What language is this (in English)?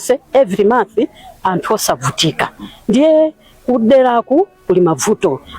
Nyanja